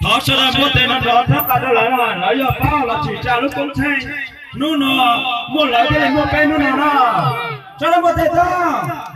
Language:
Hmong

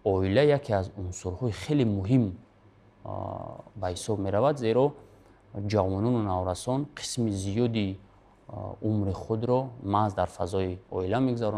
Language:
Tajik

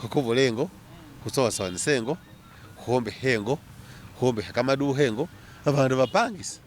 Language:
Masaaba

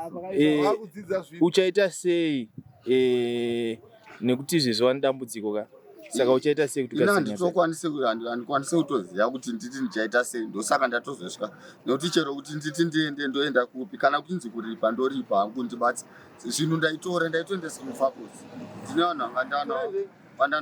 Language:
Shona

